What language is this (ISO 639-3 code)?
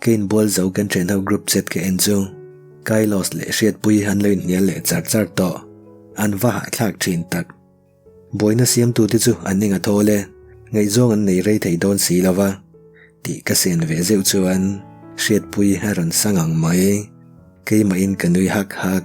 lus